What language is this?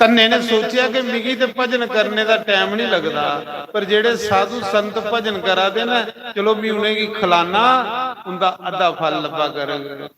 Dogri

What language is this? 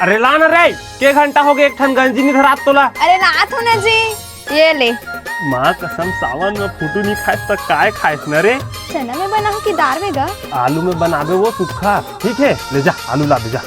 Chhattisgarhi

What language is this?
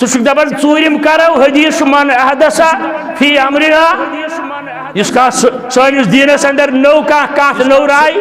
Kashmiri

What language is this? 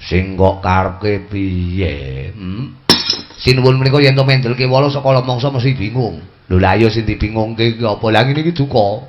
Javanese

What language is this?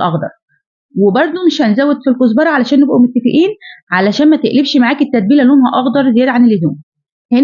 Egyptian Arabic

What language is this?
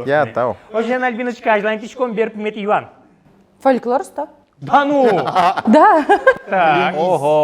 Udmurt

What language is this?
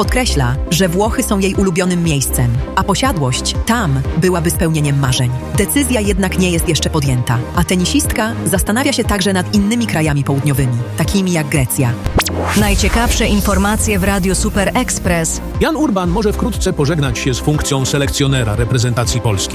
Polish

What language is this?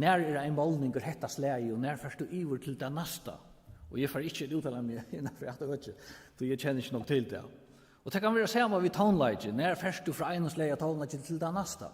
Faroese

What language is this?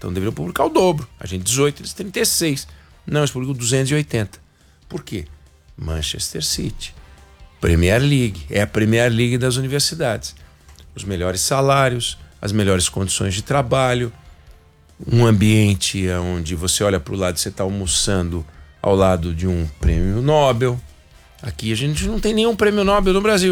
Portuguese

